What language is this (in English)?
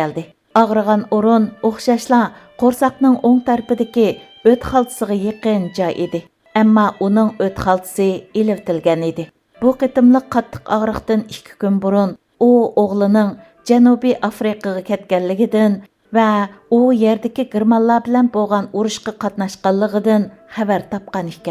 Uyghur